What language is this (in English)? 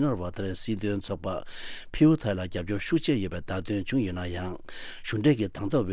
Tibetan